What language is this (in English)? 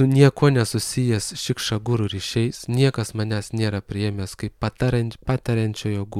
Lithuanian